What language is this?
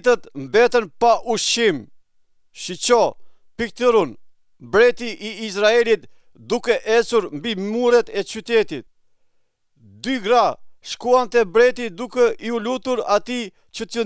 Albanian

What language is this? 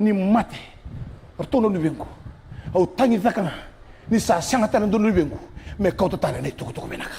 Fijian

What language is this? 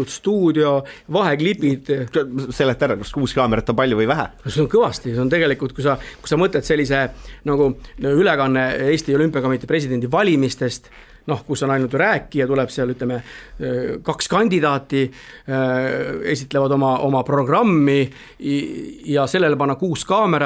Estonian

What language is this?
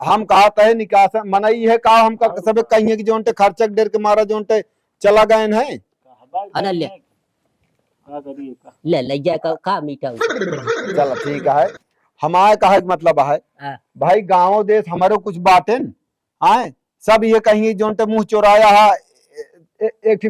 Awadhi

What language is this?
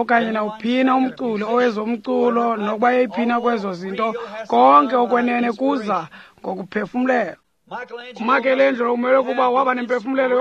Xhosa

